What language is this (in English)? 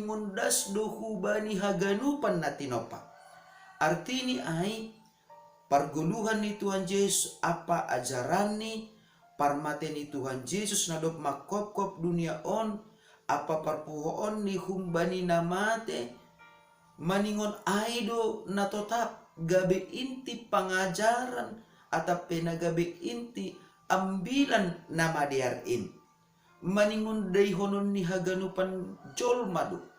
Batak Simalungun